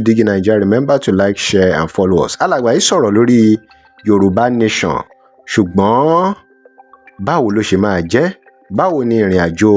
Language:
Yoruba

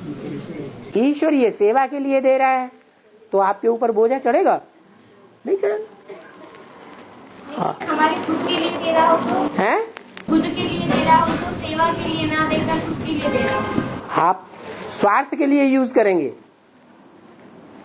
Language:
Hindi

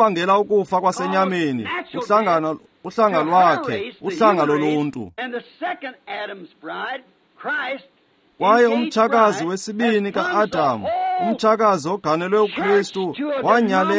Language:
Xhosa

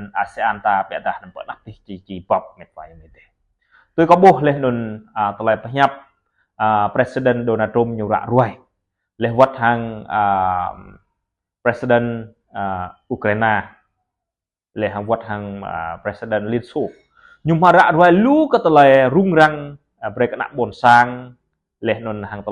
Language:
Jarai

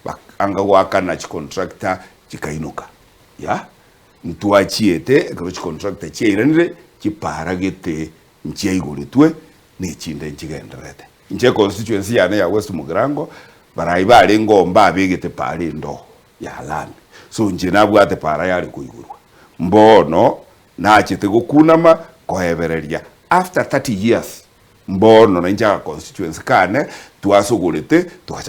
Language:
Gusii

